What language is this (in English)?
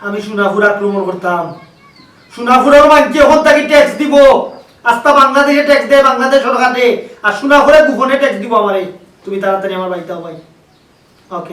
Sylheti